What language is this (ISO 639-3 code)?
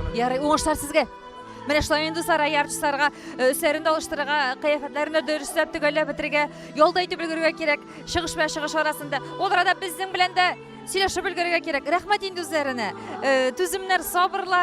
tat